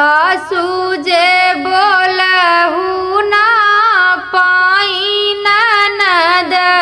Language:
Bhojpuri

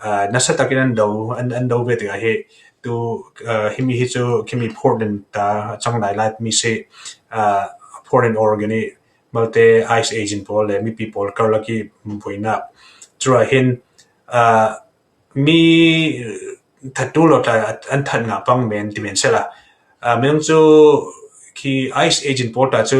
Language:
Falam Chin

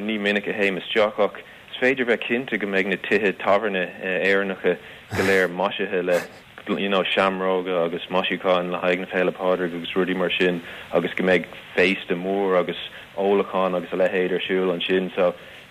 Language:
Irish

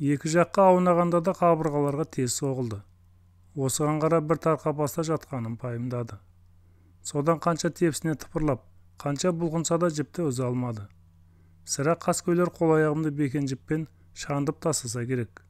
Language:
Kazakh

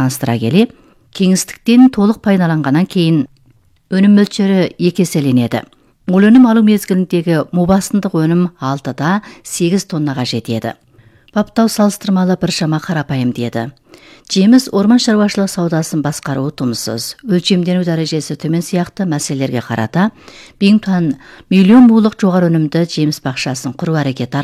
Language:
Kazakh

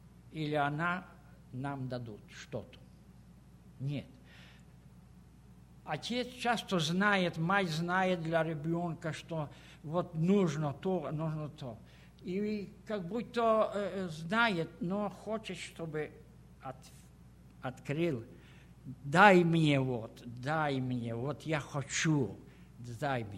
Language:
Russian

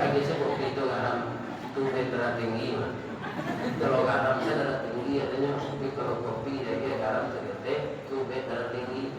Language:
Minangkabau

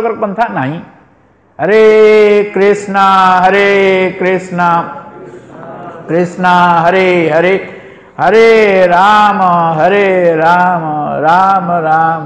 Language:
Odia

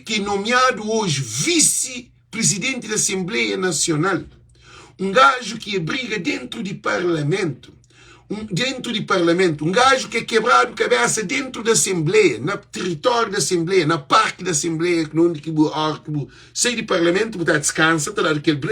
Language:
Kabuverdianu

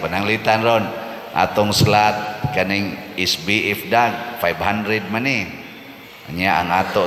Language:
Cebuano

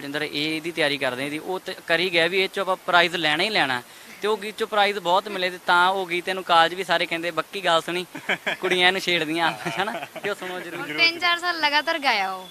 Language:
Punjabi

